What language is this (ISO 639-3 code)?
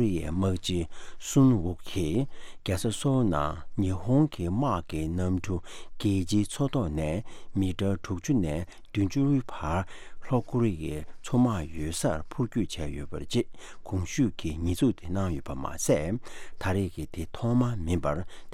bod